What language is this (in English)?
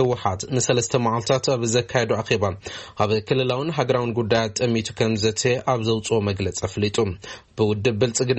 Tigrinya